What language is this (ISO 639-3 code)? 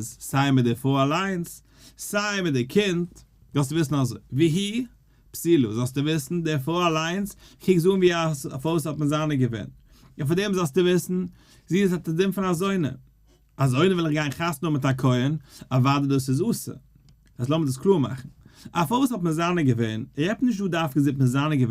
yid